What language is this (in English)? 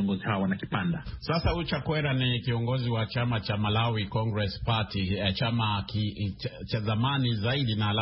Swahili